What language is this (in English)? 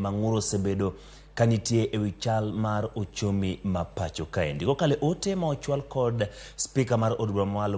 Luo (Kenya and Tanzania)